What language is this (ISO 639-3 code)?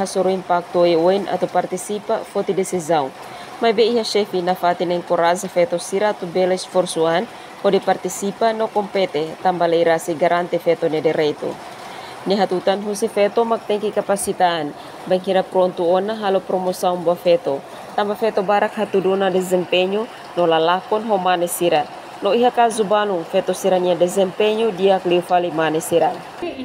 tet